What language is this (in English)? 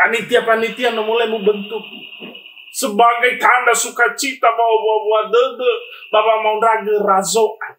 Nias